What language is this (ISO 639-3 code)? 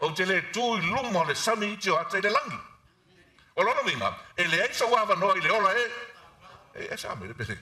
smo